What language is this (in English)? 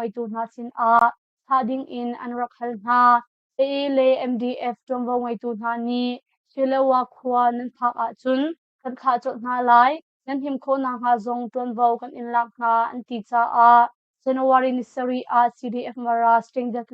Hakha Chin